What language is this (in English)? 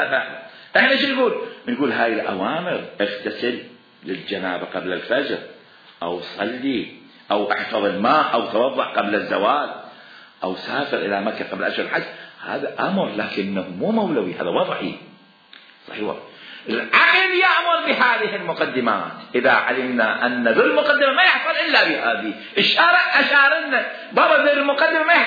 Mesopotamian Arabic